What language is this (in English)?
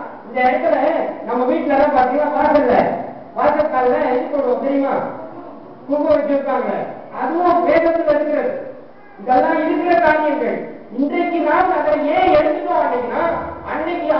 Tamil